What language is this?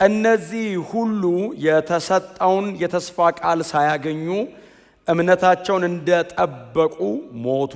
Amharic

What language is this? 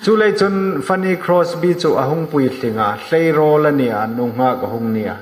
Hmar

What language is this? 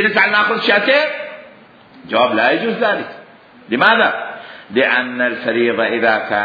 Mesopotamian Arabic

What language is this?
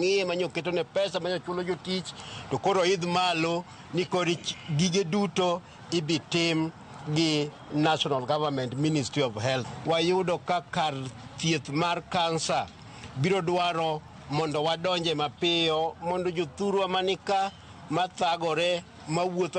Luo (Kenya and Tanzania)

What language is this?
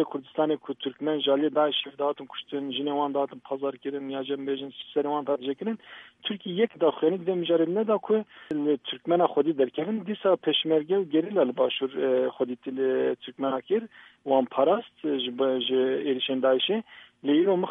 Kurdish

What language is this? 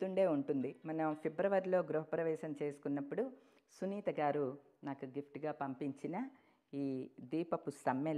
Telugu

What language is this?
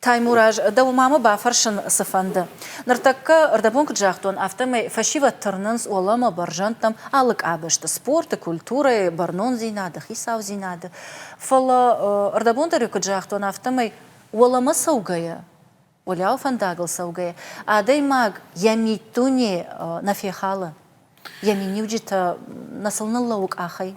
Ossetic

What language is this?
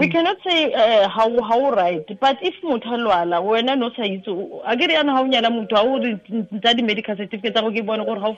Tswana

